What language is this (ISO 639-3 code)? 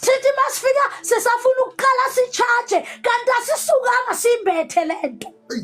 zul